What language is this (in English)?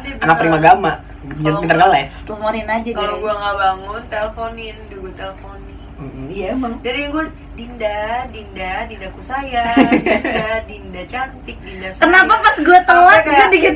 Indonesian